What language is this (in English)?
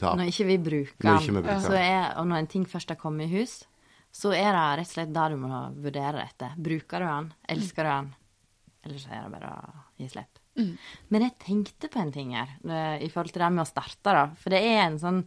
Norwegian